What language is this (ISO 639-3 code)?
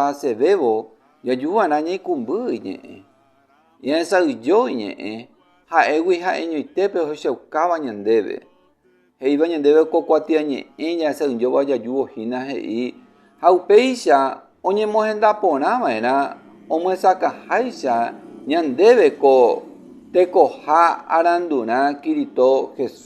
grn